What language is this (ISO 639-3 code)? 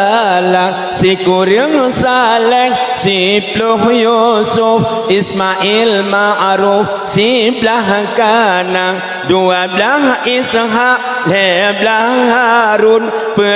ace